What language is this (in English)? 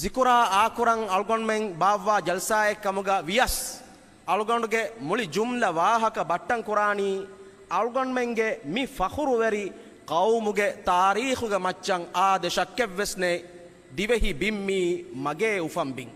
Divehi